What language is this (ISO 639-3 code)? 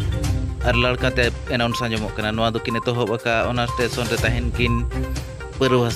sat